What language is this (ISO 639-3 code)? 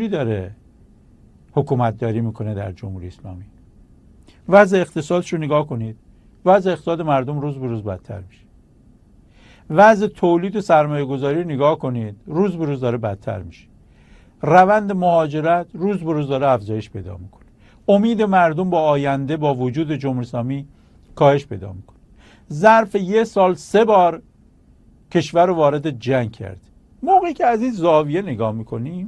fas